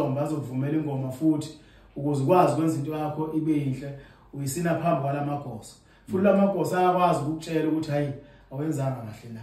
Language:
Zulu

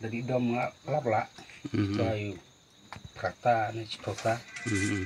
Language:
Khasi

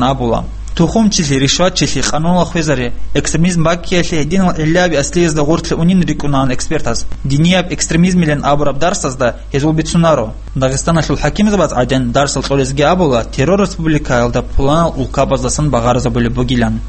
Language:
Avaric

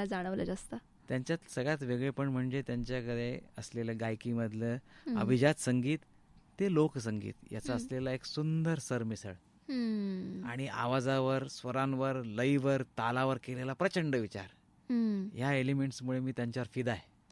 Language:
Marathi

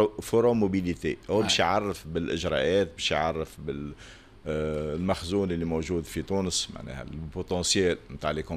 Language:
Tunisian Arabic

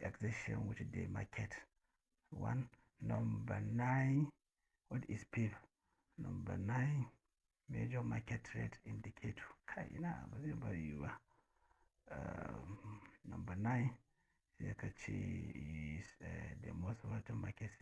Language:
Hausa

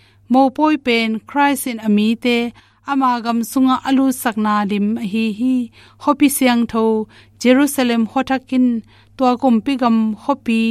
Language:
Tedim Chin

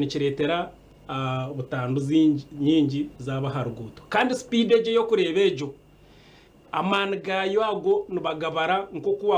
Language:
Nyankole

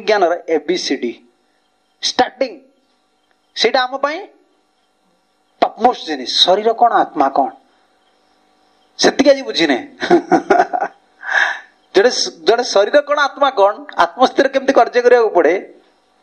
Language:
Odia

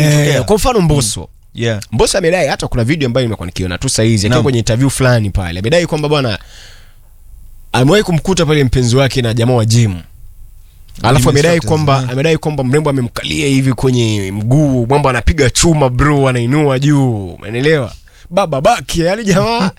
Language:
Swahili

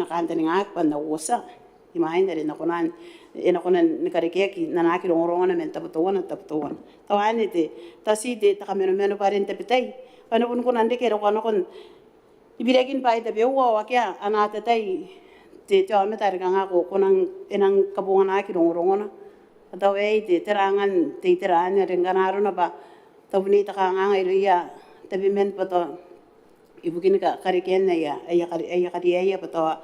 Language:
Gilbertese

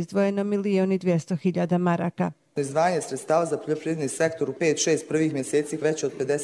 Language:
Bosnian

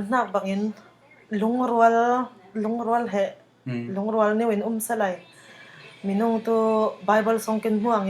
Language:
Falam Chin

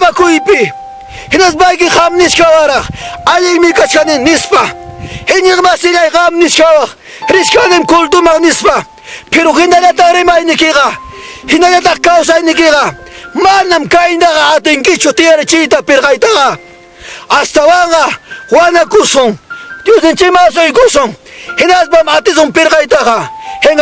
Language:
Ayacucho Quechua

